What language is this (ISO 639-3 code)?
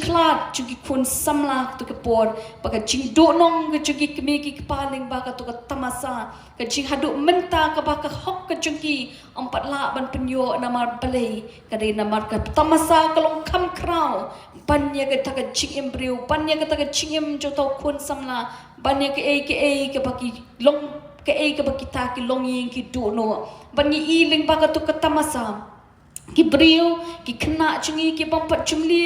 kha